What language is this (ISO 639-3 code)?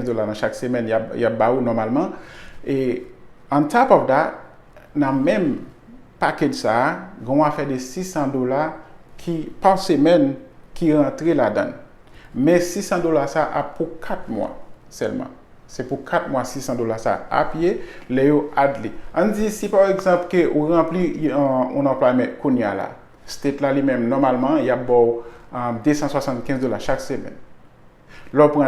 hat